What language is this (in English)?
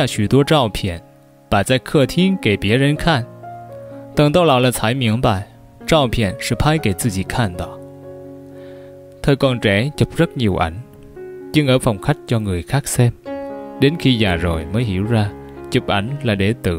Vietnamese